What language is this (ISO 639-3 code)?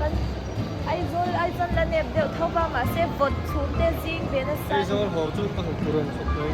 lus